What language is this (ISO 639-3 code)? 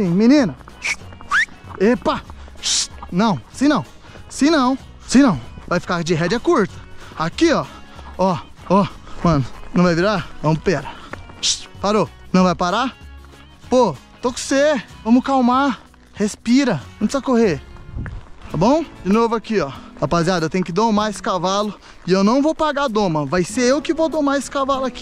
por